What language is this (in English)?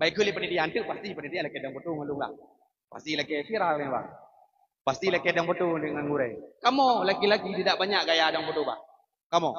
Achinese